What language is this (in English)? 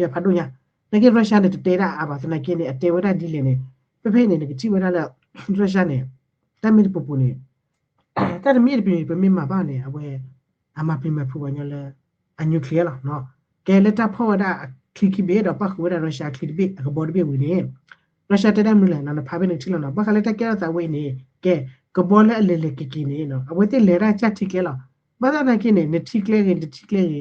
S'gaw Karen